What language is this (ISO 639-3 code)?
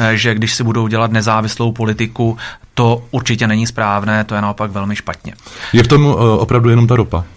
ces